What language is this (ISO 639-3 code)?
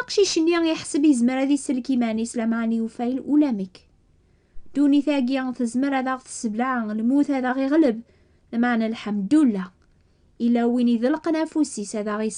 kab